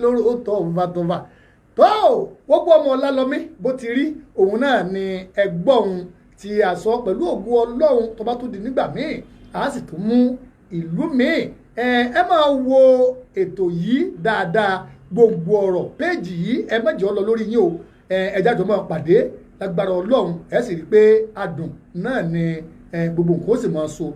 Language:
Yoruba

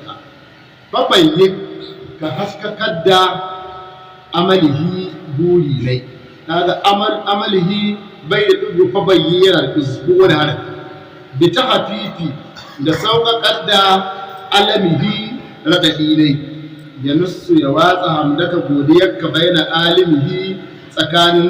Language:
Hausa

